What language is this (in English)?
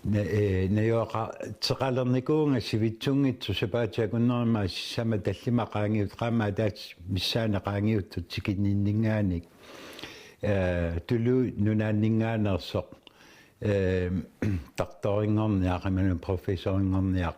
Kalaallisut